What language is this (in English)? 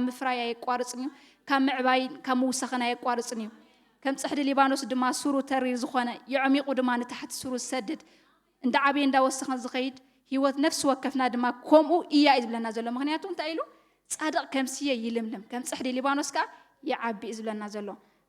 Tigrinya